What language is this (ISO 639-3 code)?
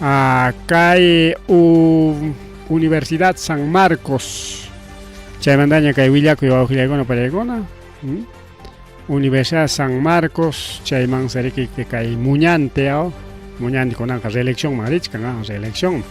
quy